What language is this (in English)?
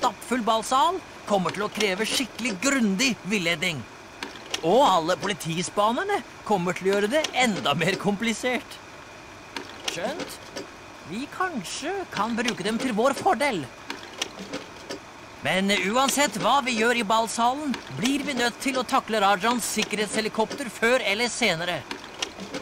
Norwegian